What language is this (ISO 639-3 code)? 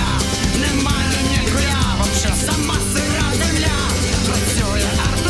rue